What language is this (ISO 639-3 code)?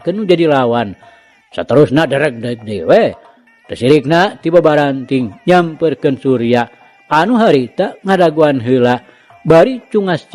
sun